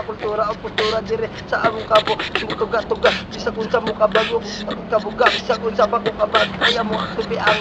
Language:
Cebuano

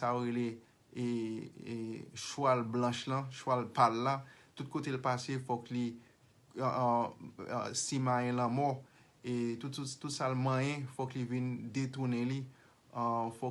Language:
Haitian Creole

